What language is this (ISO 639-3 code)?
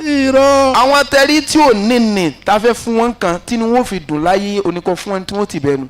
yor